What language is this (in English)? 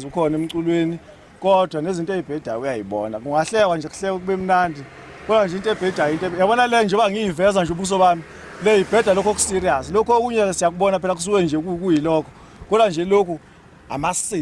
Zulu